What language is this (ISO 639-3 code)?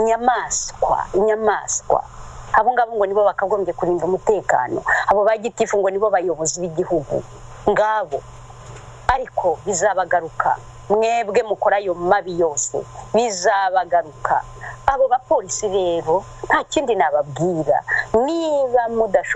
kin